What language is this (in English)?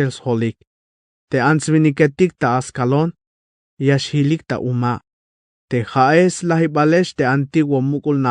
Tzeltal